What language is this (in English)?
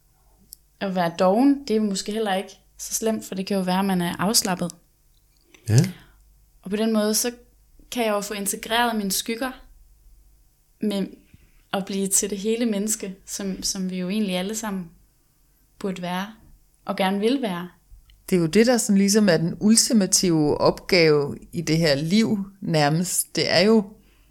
Danish